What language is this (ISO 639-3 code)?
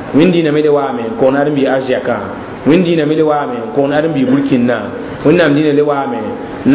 mos